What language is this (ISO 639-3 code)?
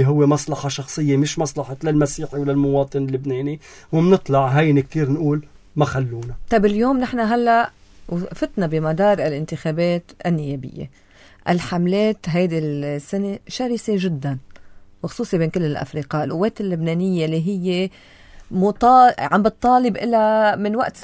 apc